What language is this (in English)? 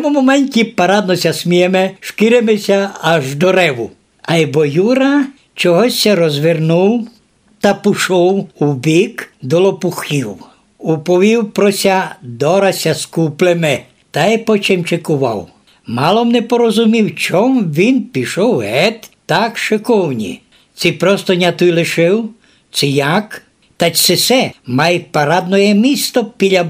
Rusyn